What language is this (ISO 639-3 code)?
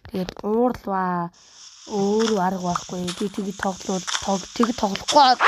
mon